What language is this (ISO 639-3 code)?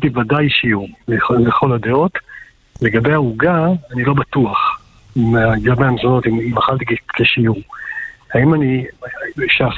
heb